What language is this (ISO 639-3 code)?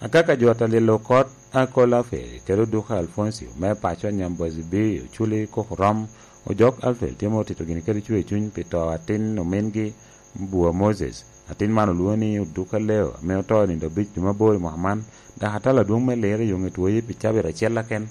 laj